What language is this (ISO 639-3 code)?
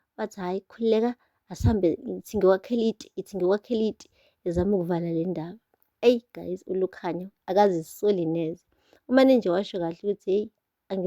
zul